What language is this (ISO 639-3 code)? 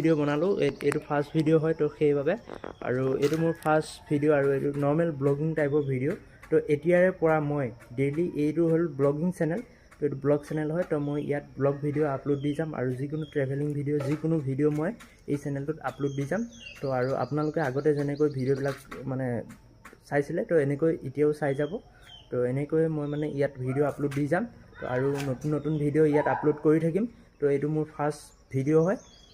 asm